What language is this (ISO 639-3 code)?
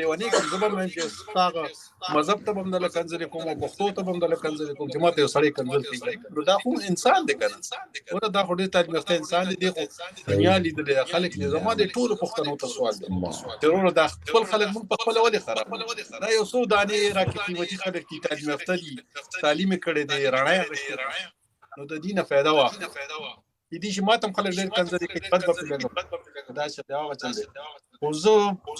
pus